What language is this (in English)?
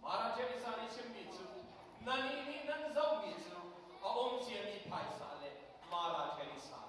Hakha Chin